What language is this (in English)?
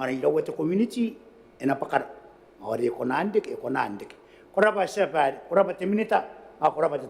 Gilbertese